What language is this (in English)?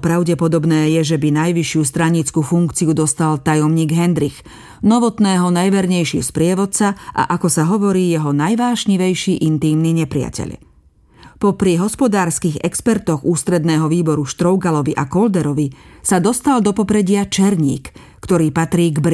Slovak